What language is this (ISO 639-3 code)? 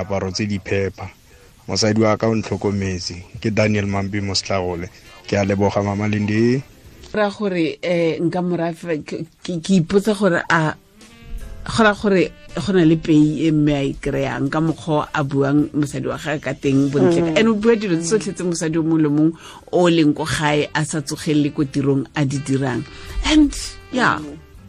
tsn